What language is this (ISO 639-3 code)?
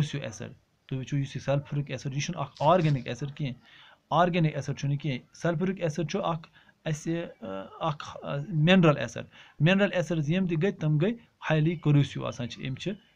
kas